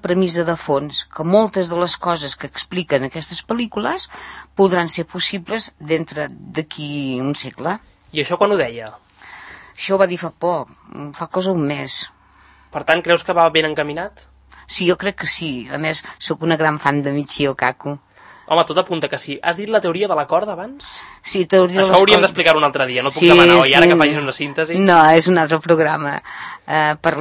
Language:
Catalan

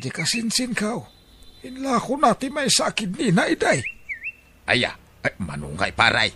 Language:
Iloko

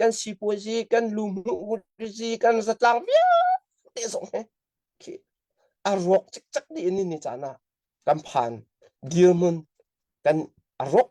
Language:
Falam Chin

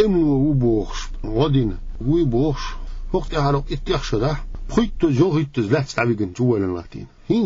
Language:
Chechen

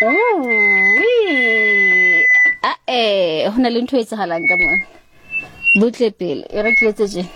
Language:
Southern Sotho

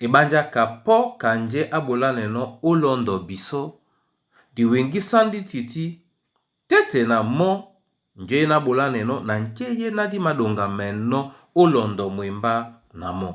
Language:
Duala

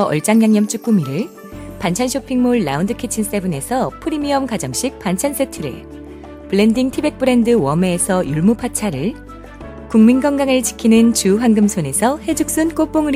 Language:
Korean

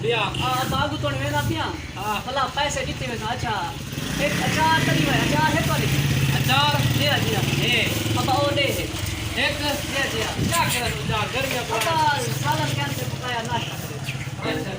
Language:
Saraiki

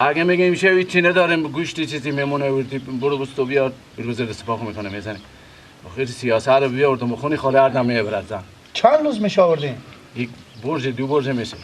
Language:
Persian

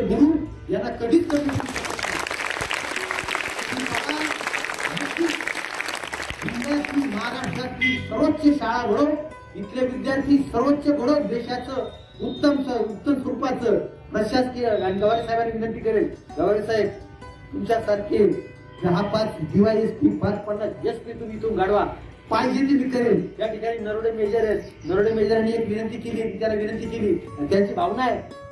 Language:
Marathi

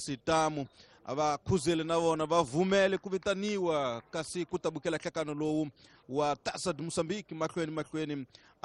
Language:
Tsonga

